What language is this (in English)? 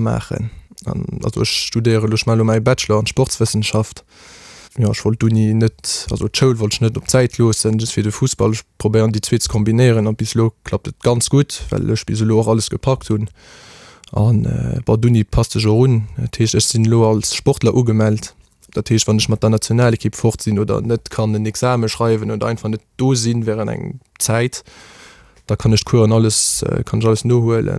Luxembourgish